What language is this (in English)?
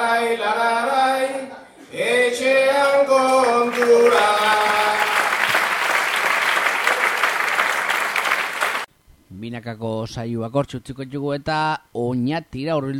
Basque